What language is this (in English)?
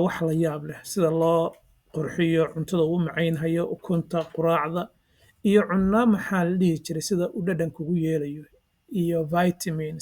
Somali